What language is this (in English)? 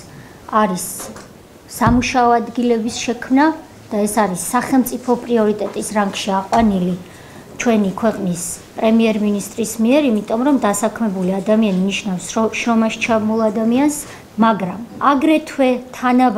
Georgian